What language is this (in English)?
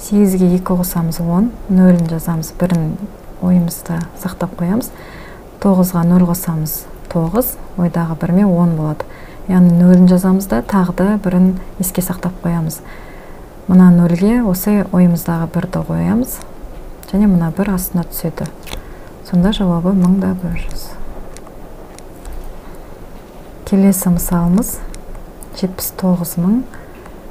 Kazakh